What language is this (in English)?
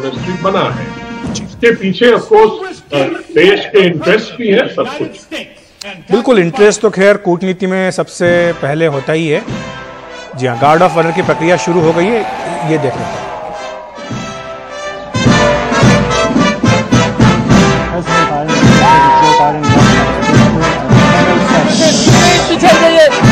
Hindi